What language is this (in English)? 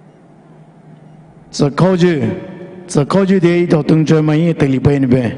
Poumei Naga